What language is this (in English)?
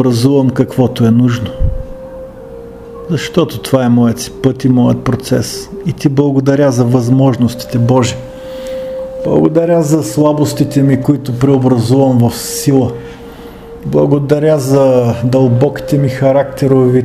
Bulgarian